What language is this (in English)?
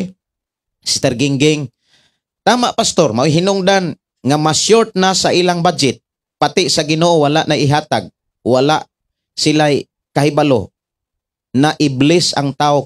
Cebuano